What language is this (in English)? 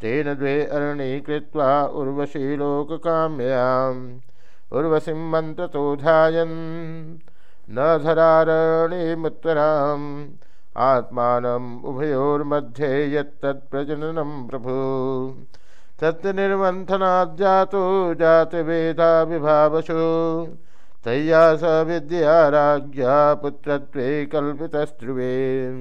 Sanskrit